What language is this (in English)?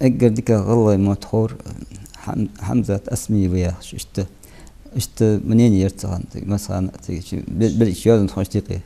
Ingush